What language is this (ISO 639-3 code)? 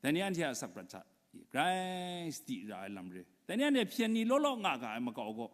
kac